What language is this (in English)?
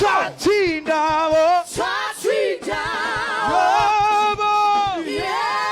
Venda